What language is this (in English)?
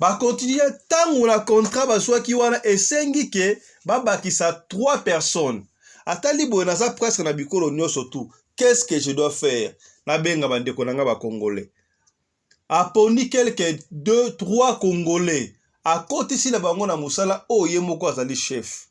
Lingala